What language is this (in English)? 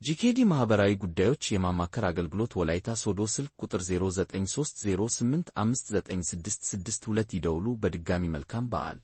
Amharic